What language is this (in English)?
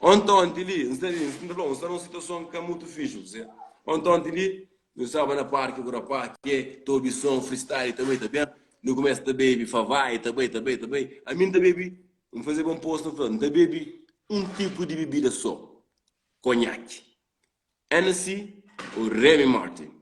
Kabuverdianu